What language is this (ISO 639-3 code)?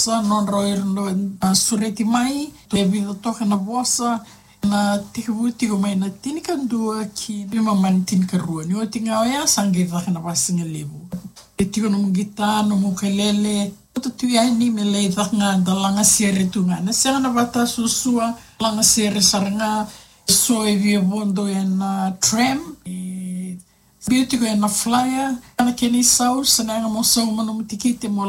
fij